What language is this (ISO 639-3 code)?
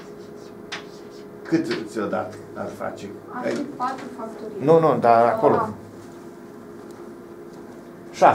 ron